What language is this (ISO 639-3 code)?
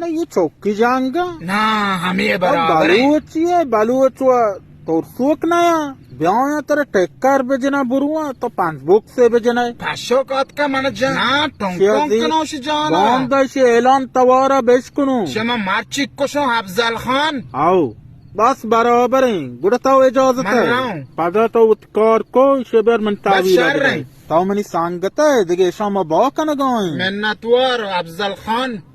bal